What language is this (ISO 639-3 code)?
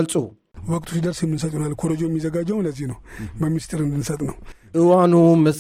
tir